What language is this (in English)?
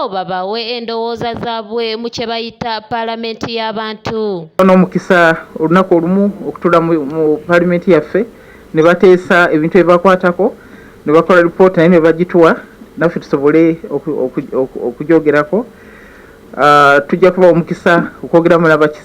Ganda